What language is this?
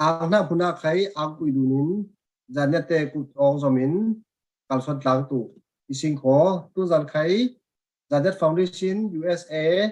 Falam Chin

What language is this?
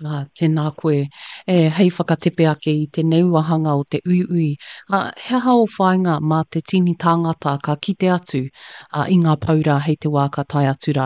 Māori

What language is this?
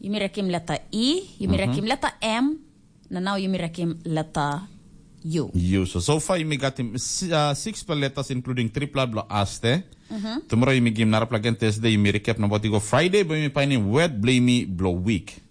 Tok Pisin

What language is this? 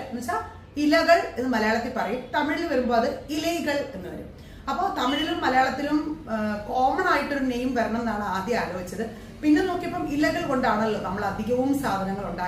Malayalam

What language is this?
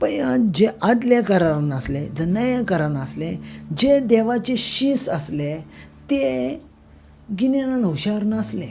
Konkani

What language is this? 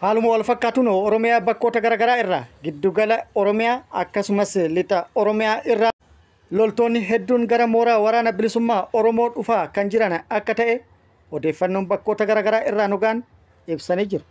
Oromo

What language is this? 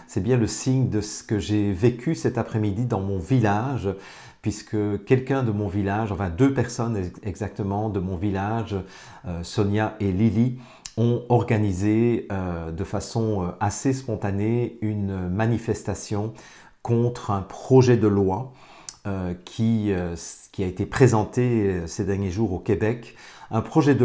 French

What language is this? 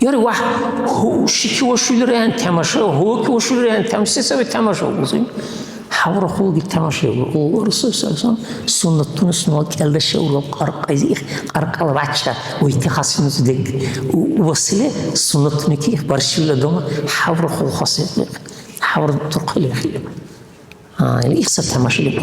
Dargwa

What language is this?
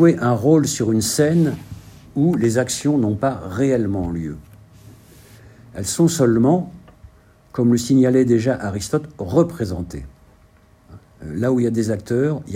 French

